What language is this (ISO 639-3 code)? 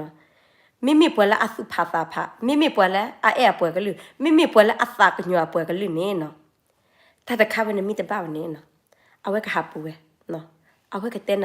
ksw